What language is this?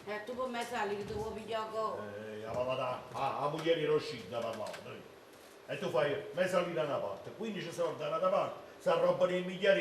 Neapolitan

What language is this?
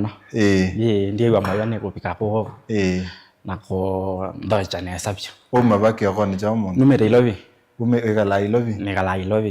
Kamba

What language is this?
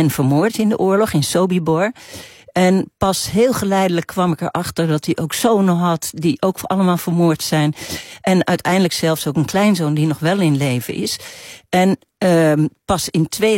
Dutch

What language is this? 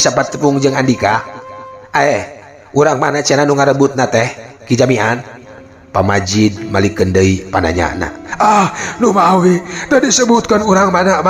Sundanese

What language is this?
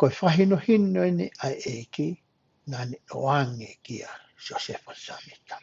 Tongan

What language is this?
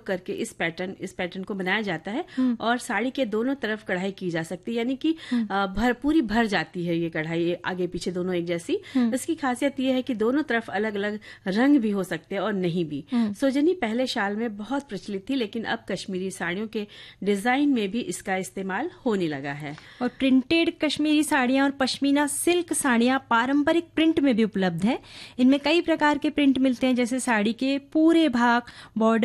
Hindi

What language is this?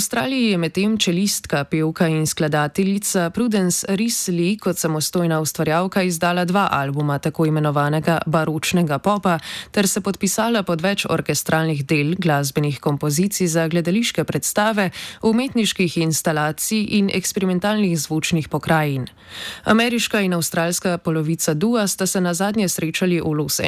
Slovenian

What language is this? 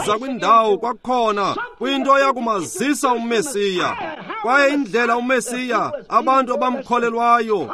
Xhosa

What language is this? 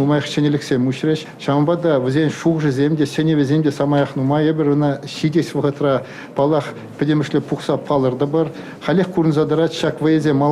Chuvash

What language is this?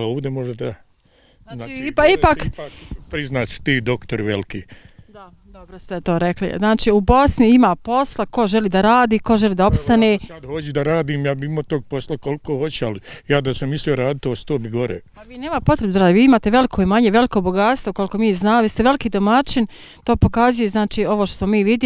Bosnian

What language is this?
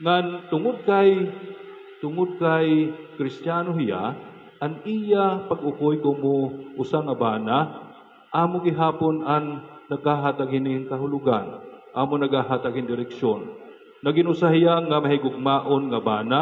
Waray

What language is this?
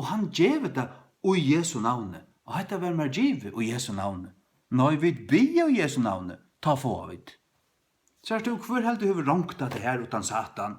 Faroese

